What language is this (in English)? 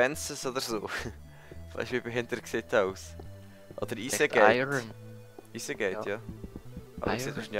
Swiss German